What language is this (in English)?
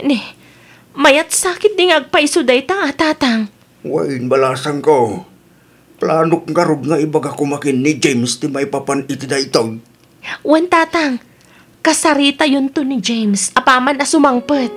Iloko